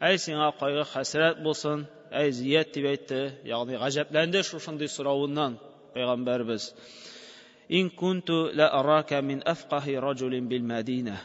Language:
Tatar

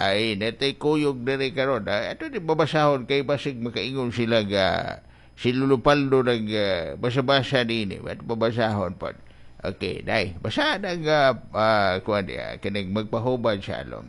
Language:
Cebuano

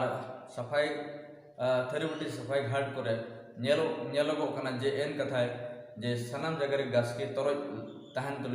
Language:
Santali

